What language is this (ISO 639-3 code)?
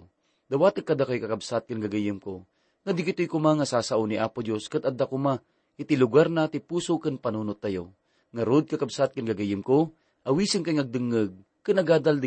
ilo